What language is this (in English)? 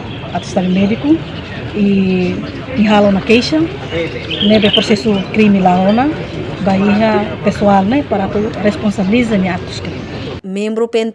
Tetum